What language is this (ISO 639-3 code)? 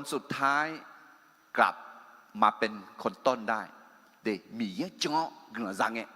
ahk